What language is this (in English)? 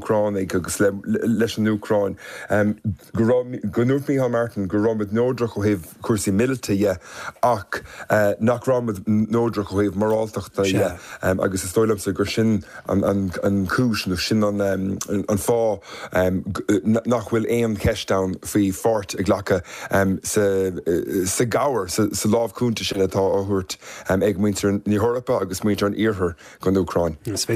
Irish